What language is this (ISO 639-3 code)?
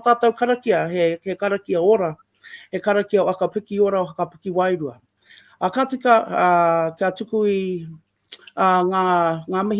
mri